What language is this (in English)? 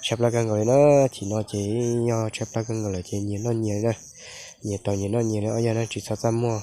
Hmong